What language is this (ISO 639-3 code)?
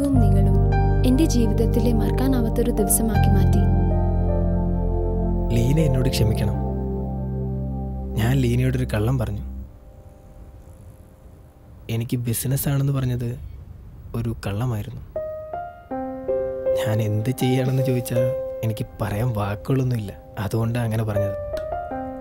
mal